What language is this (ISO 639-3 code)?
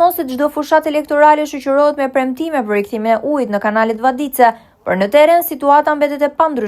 sqi